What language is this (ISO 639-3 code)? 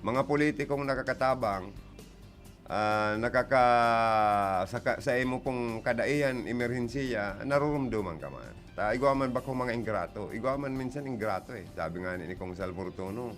bik